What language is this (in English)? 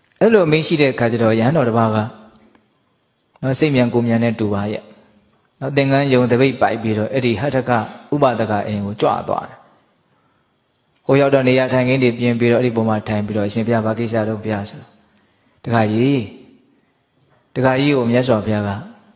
Burmese